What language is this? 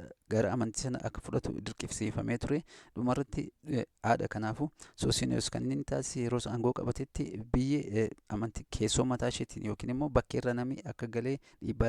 Oromo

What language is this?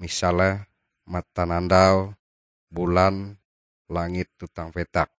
Ngaju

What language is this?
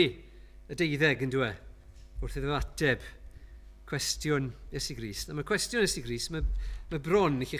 Welsh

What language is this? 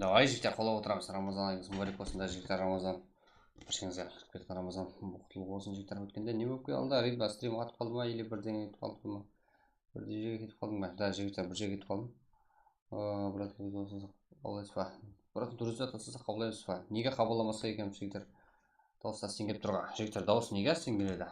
Kara-Kalpak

